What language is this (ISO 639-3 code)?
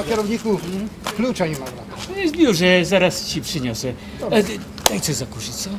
szl